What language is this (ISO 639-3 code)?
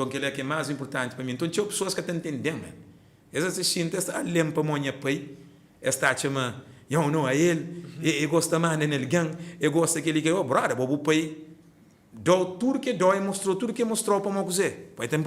kea